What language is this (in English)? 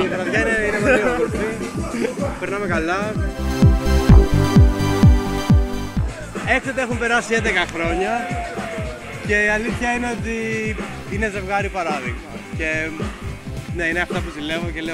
Greek